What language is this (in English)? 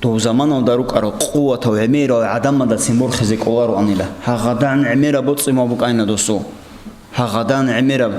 Avaric